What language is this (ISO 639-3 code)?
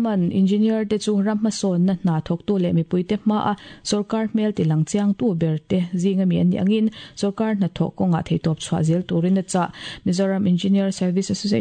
lus